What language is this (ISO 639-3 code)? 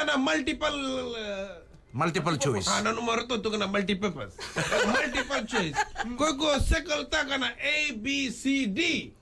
fij